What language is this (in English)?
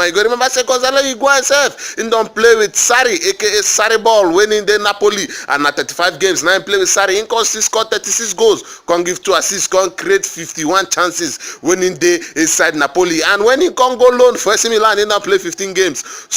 Nigerian Pidgin